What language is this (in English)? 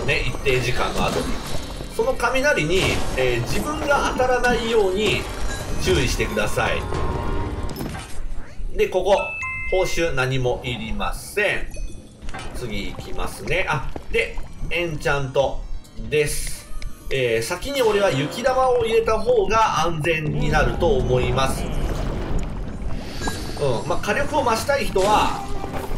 Japanese